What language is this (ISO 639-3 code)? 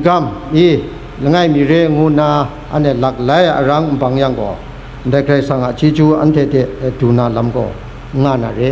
kac